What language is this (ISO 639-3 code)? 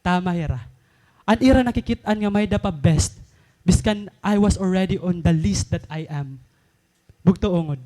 war